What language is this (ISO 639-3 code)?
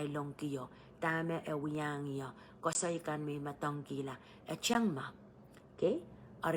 pon